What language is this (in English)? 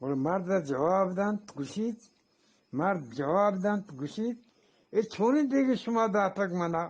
Eastern Balochi